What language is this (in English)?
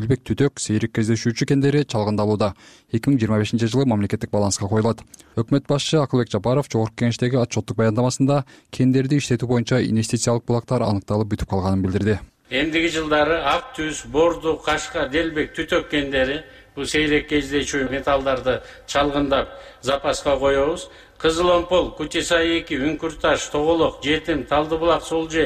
Kyrgyz